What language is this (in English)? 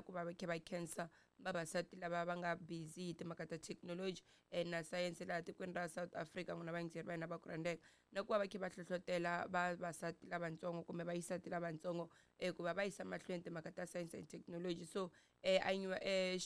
Tsonga